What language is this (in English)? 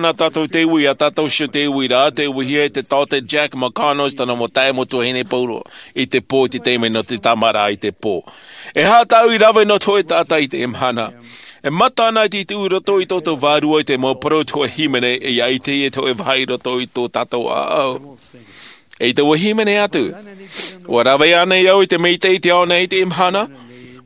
Tahitian